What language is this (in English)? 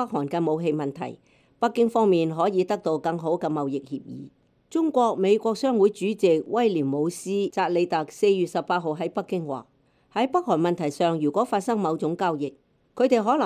Cantonese